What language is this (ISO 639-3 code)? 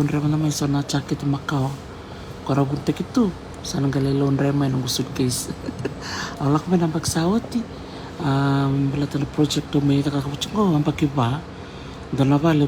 fij